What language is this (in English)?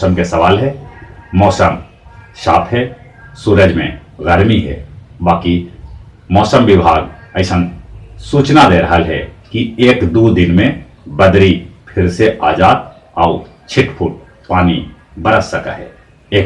Magahi